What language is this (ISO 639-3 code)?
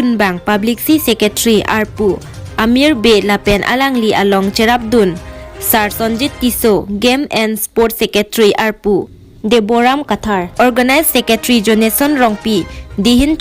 mjw